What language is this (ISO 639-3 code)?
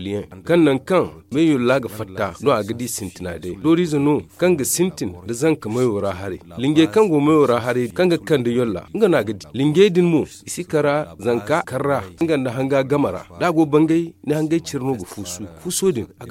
dje